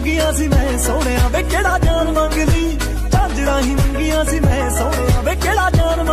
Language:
Punjabi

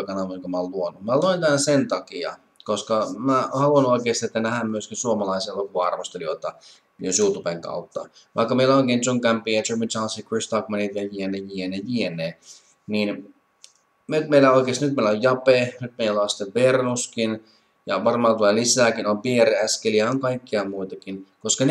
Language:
Finnish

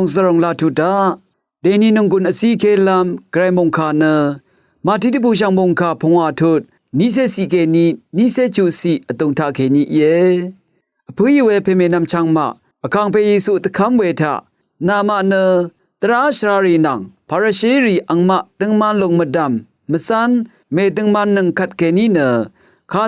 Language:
Rawang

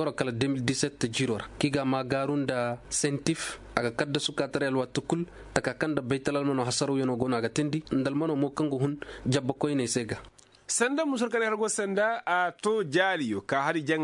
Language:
Koyraboro Senni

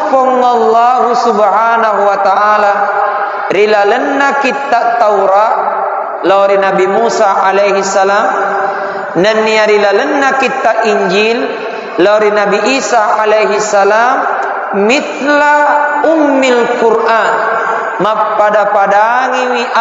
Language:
Buginese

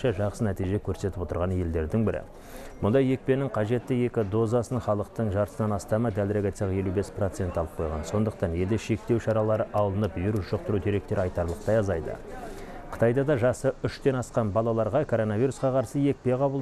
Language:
Kazakh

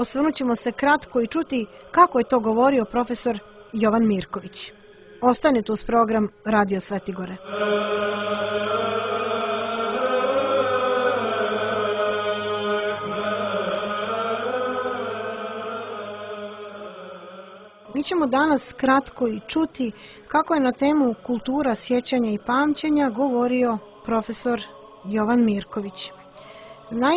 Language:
Serbian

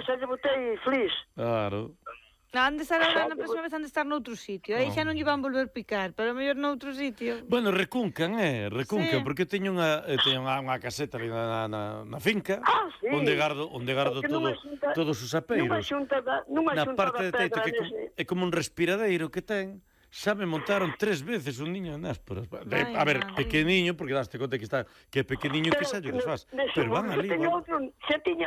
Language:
Galician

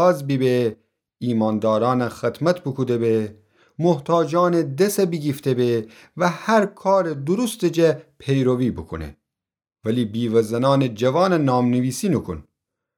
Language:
Gilaki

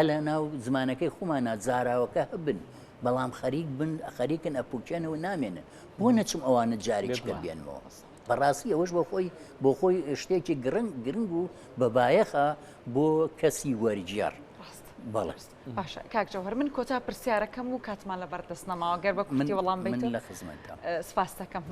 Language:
Central Kurdish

